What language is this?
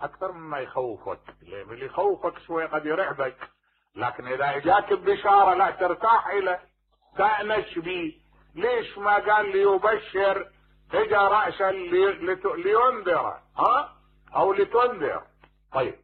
Mesopotamian Arabic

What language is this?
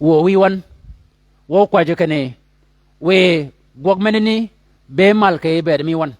Shilluk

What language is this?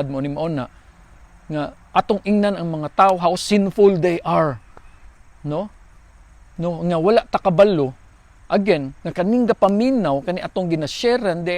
Cebuano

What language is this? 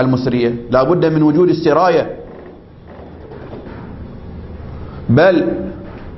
Arabic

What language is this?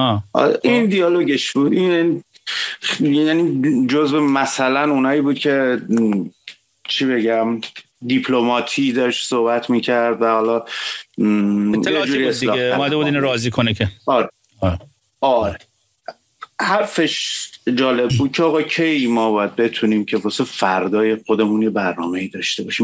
Persian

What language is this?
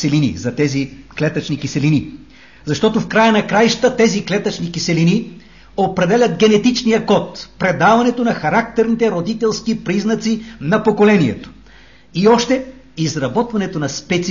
Bulgarian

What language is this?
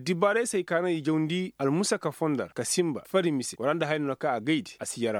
Koyraboro Senni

